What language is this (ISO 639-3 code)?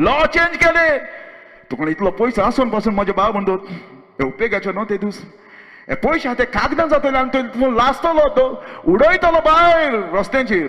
kok